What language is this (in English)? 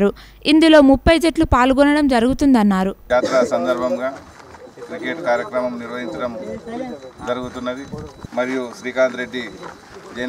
Telugu